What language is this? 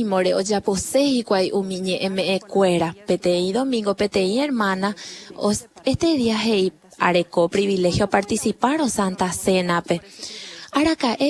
Guarani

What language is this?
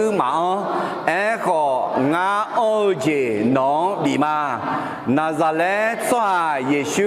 Akha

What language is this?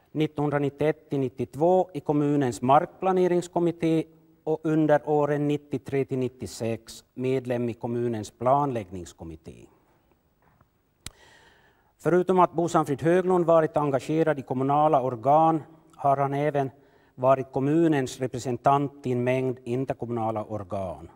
Swedish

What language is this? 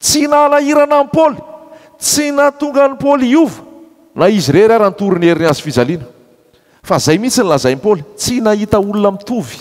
Malagasy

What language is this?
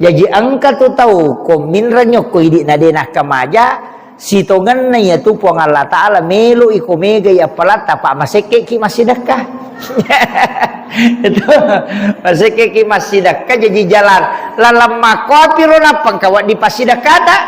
Buginese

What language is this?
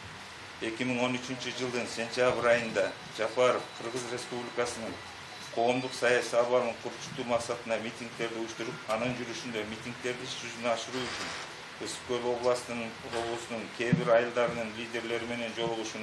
Kyrgyz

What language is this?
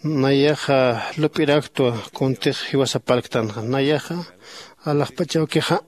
Aymara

